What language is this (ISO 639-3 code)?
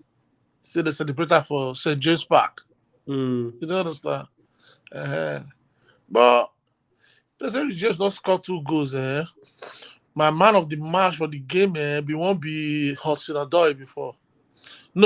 pcm